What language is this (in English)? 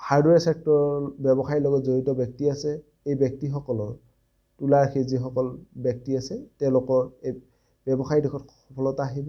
Assamese